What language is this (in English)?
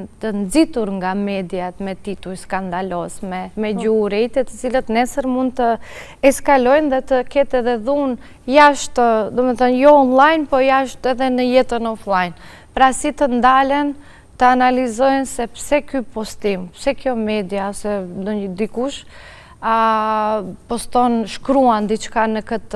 Albanian